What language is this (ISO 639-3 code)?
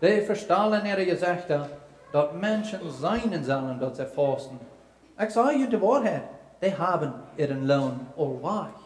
pdt